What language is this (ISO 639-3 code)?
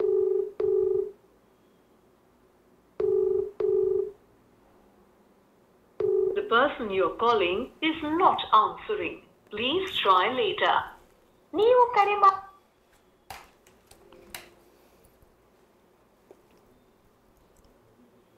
kan